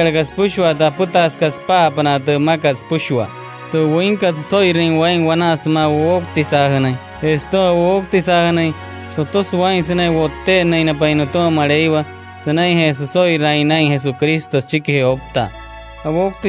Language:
Wayuu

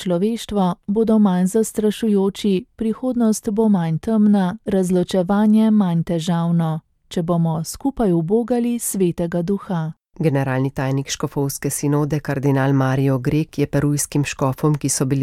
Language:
Slovenian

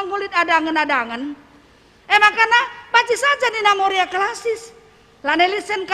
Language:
Batak Karo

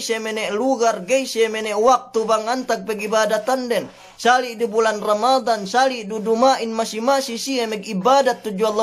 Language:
Yakan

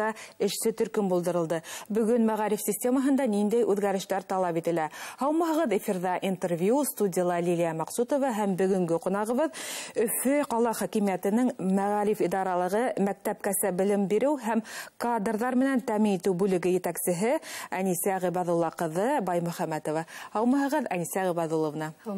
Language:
Bashkir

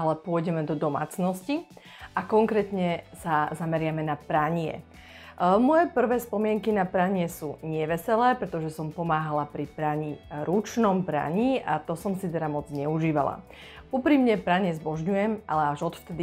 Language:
Slovak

